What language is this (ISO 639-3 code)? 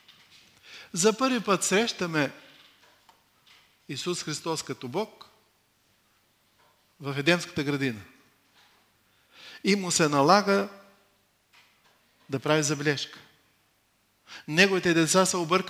bul